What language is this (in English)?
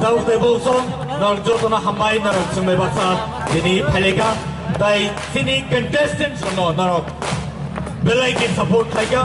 Kok Borok